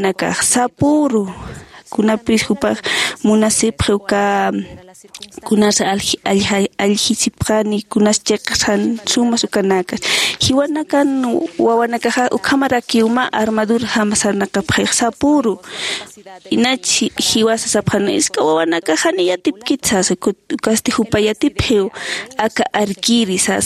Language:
Aymara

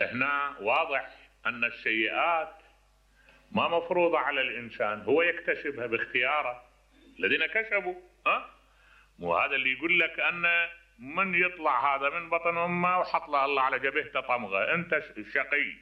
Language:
Mesopotamian Arabic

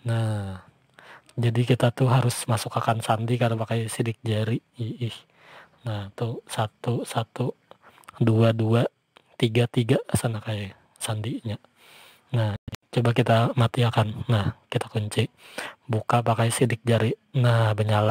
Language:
Banjar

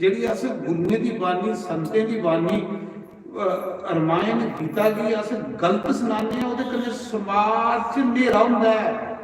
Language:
Dogri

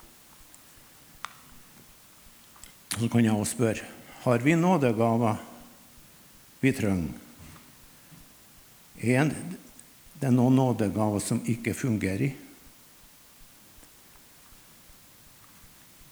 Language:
Norwegian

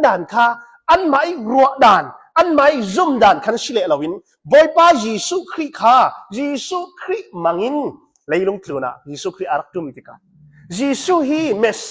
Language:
Hakha Chin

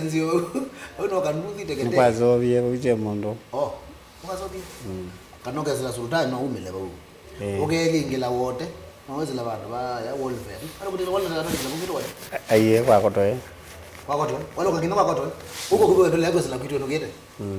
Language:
Kamba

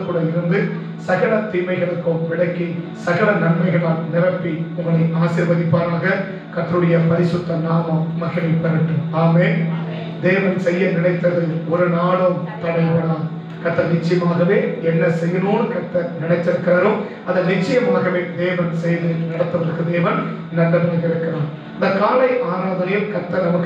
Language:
Tamil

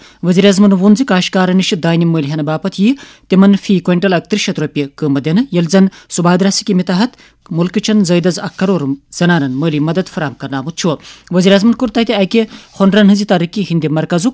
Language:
Kashmiri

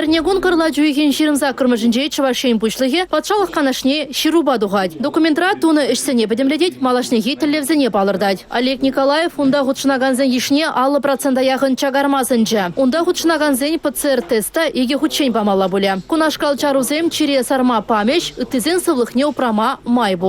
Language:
Chuvash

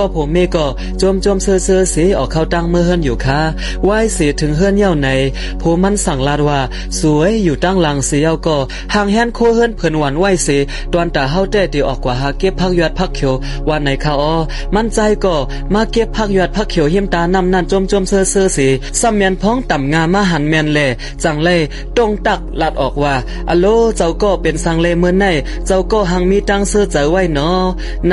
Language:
Shan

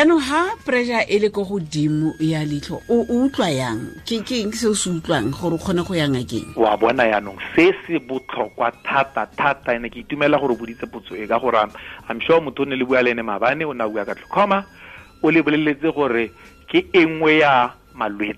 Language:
Tswana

